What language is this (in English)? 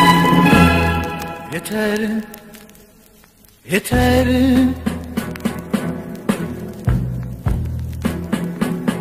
Turkish